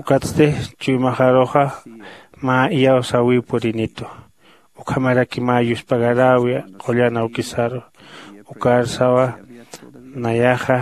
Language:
Aymara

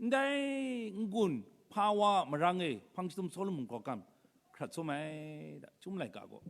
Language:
Kachin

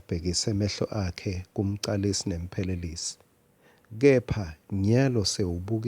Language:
Swati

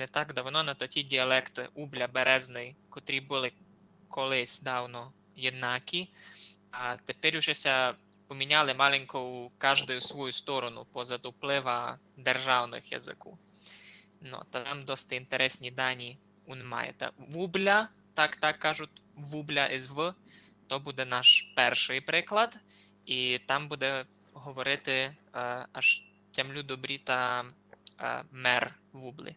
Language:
Rusyn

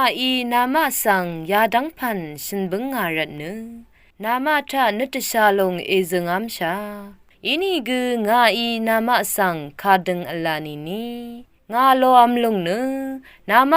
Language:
Rawang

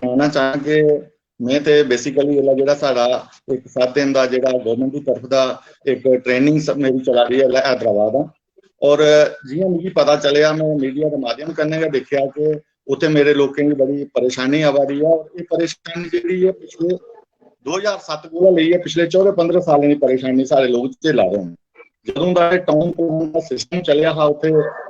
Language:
Dogri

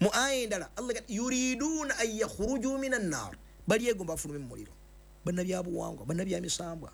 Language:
Ganda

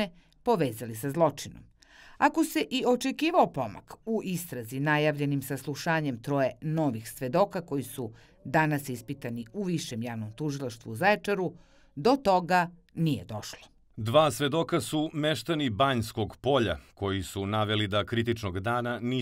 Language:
Serbian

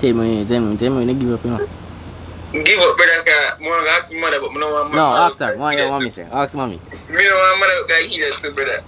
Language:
Jamaican Creole English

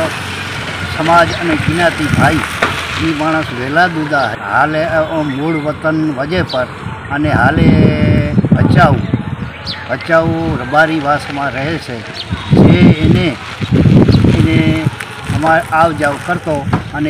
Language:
Gujarati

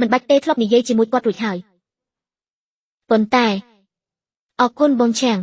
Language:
Khmer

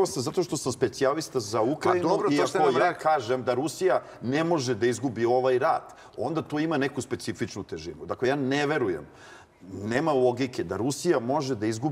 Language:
Serbian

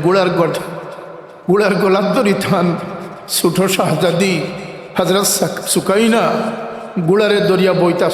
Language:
Sylheti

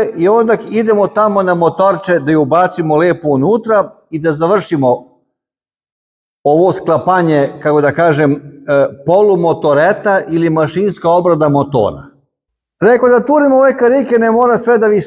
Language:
Serbian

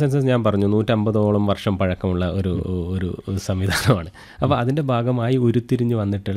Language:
Malayalam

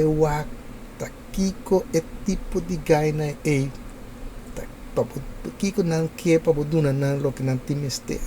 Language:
Papiamento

